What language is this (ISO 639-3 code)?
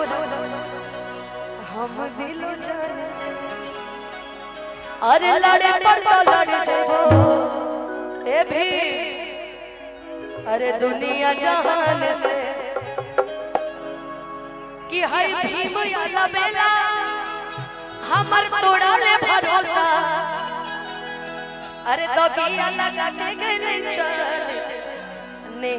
bho